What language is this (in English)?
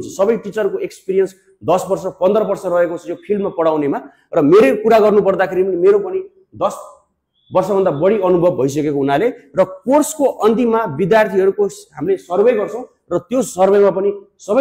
Nepali